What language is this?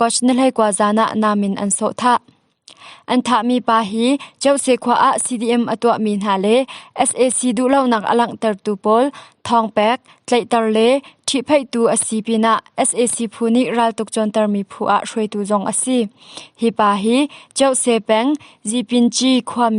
Hakha Chin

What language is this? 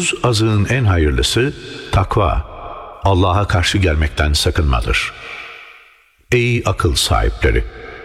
Turkish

